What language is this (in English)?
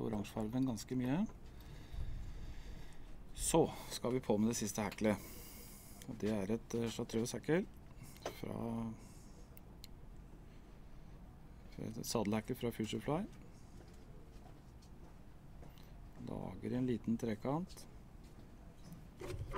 Norwegian